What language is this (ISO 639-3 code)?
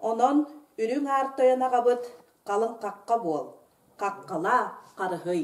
sah